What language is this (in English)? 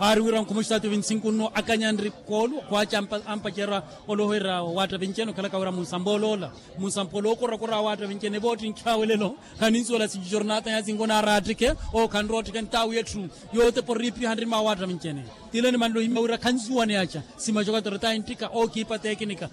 Makhuwa